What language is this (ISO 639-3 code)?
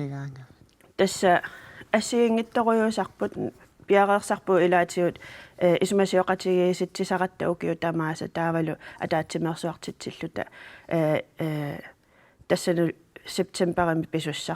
kal